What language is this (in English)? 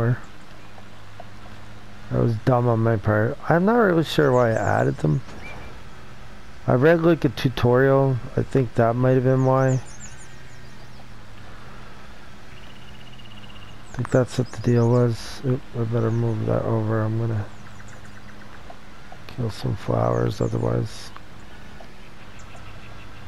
English